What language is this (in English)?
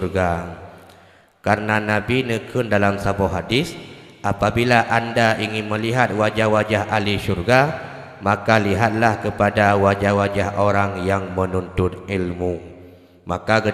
Achinese